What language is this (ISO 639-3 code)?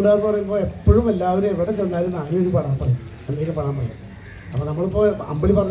mal